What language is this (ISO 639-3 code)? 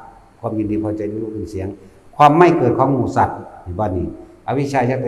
tts